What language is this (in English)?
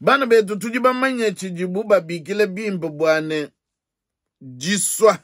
Luba-Lulua